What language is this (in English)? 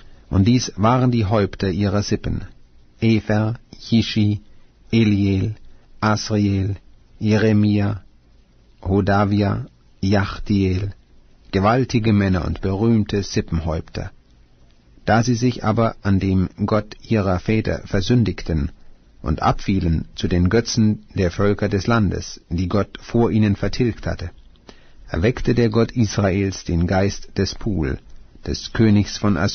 German